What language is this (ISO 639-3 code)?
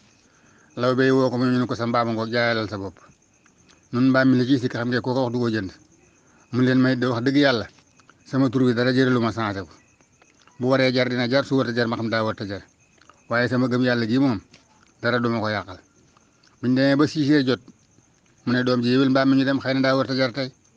wol